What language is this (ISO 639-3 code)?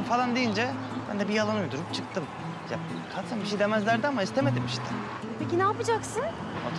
tur